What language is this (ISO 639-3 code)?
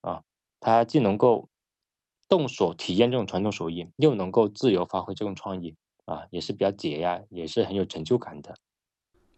zho